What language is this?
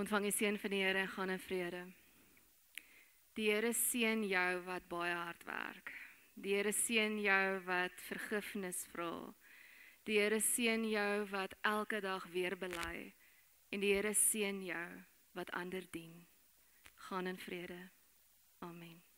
Afrikaans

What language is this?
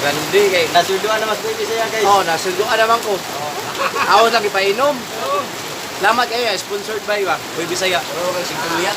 Cebuano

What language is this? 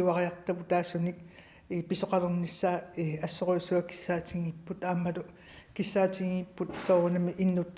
Kalaallisut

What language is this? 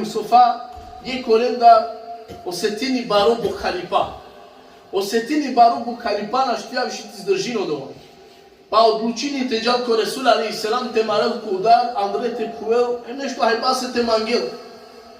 Balkan Romani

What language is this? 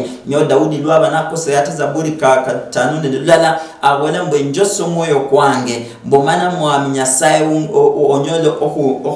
Luyia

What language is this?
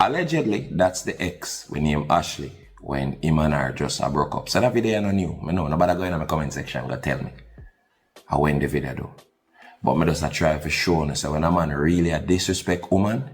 Jamaican Creole English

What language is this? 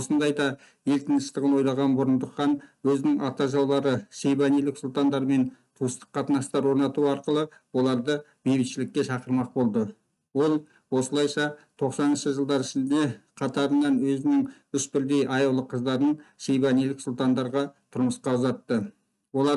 Kazakh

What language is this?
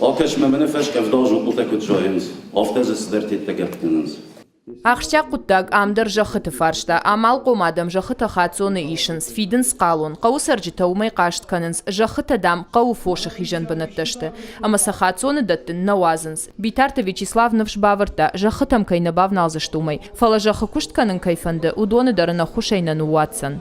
Ossetic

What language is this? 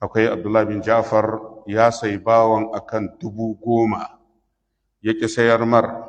Hausa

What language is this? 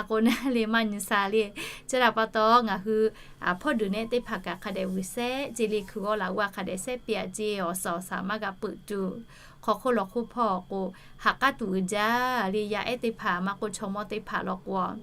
Lahu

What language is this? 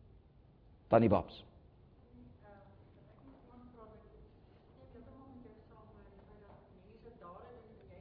Afrikaans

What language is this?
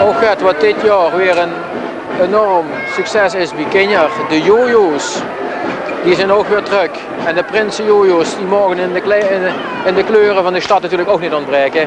Limburgish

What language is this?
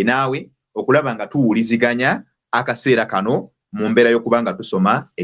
Ganda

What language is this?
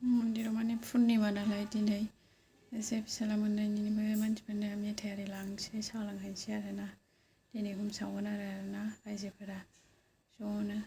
Bodo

